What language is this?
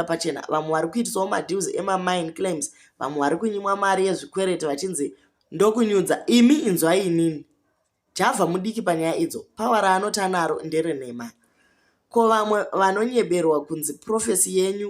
Shona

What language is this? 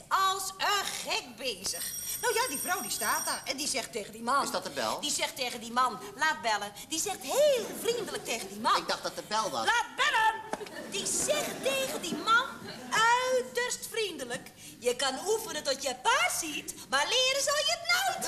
Dutch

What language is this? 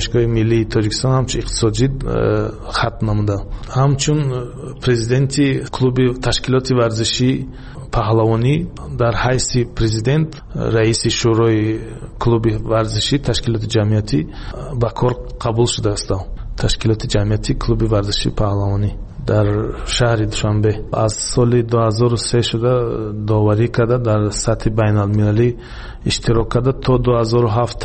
Tajik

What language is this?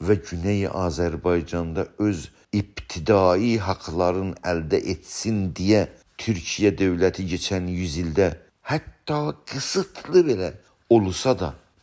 South Azerbaijani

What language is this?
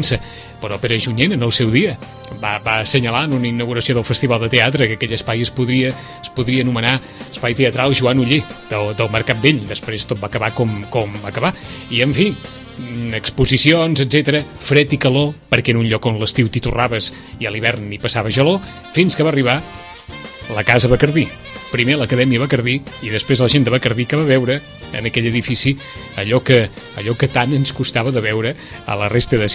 Catalan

